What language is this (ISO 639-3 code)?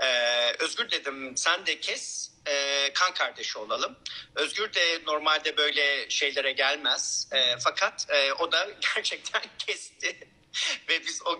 tur